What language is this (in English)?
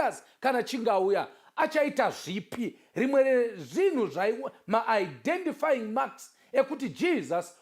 Shona